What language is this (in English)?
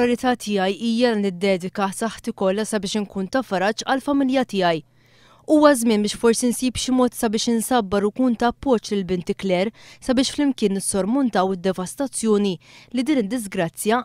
Maltese